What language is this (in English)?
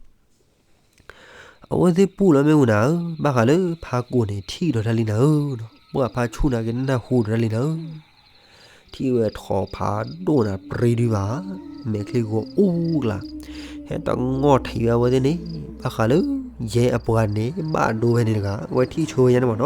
S'gaw Karen